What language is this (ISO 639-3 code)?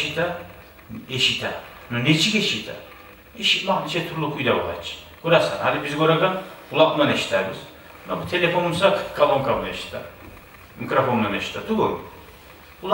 kum